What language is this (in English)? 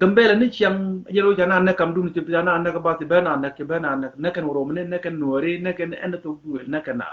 Nuer